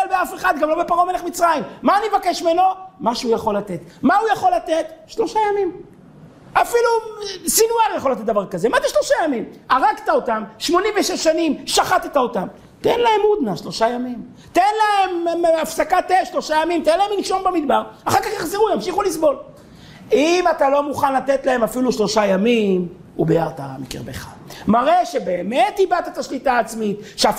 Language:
Hebrew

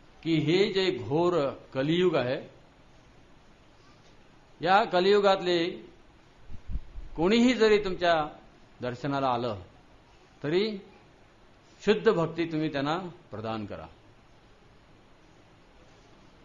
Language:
Marathi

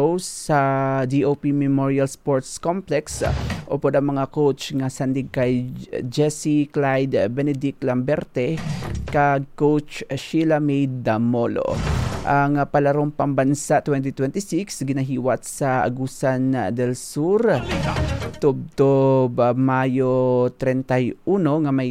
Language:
Hiligaynon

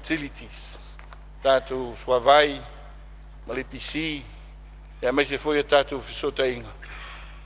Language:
Samoan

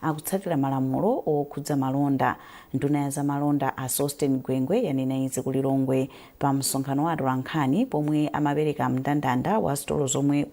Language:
Nyanja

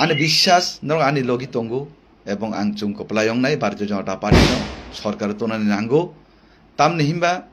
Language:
Kok Borok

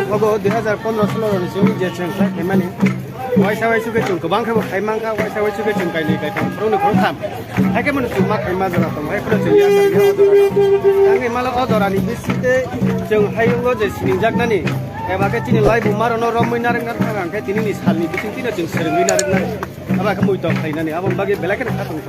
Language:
Kok Borok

